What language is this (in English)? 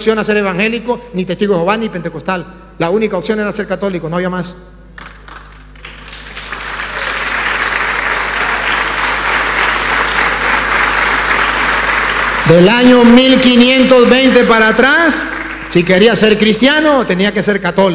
Spanish